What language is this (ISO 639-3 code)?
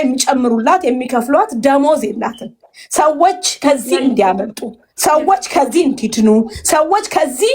amh